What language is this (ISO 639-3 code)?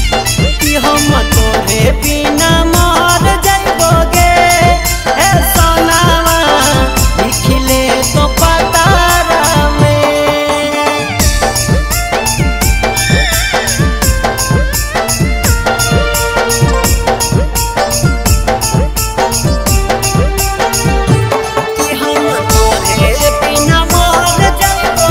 bho